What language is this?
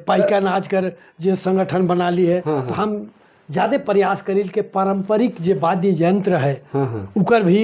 Sadri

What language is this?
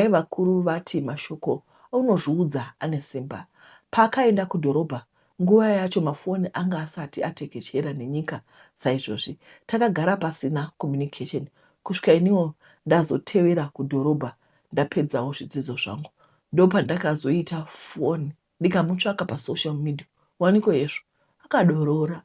Shona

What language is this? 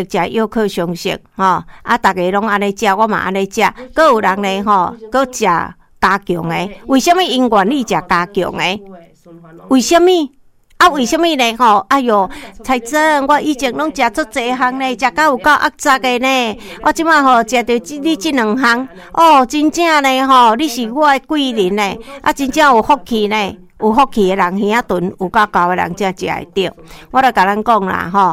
Min Nan Chinese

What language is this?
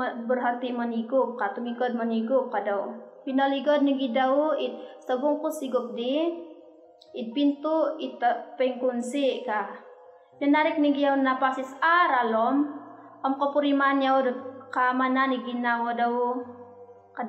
Central Dusun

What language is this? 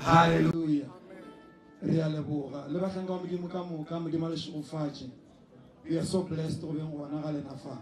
Northern Sotho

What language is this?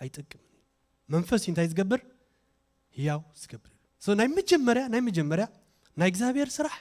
Tigrinya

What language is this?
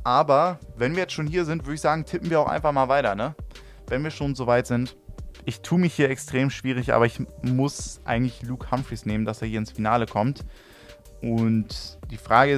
German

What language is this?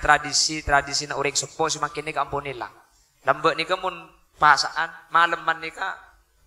Madurese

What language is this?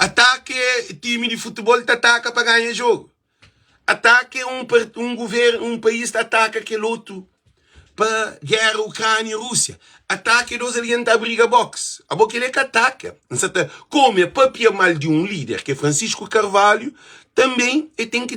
Kabuverdianu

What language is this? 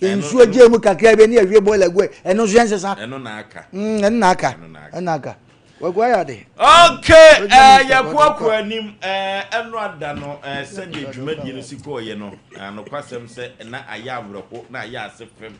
Akan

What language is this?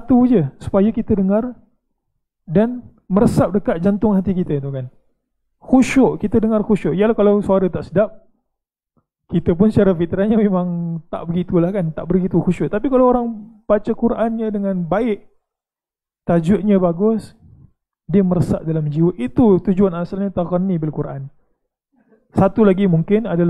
Malay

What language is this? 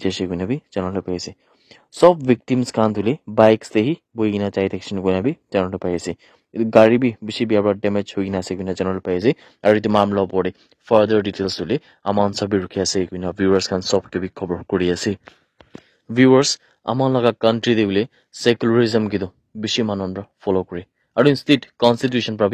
Naga Pidgin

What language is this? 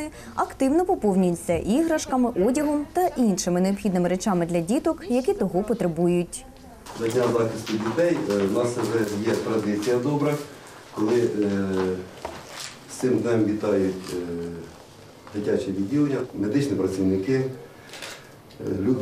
Ukrainian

